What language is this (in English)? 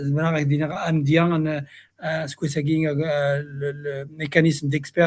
Kabyle